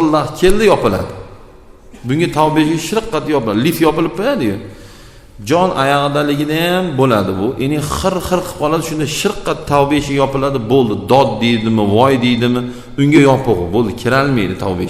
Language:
Uzbek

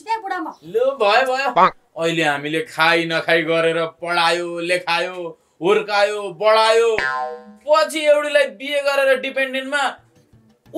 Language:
Nepali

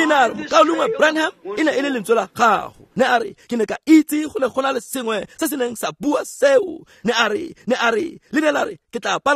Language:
Tswana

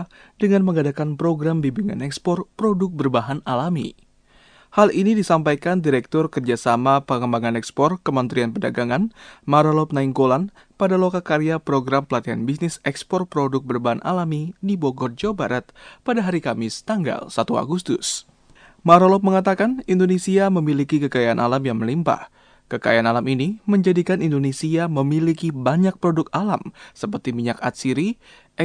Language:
Indonesian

